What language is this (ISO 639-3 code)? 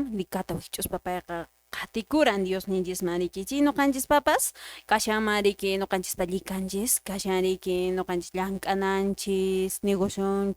que